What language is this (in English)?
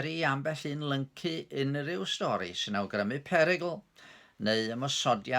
Welsh